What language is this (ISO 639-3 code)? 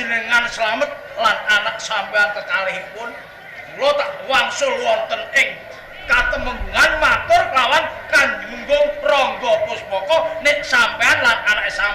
jav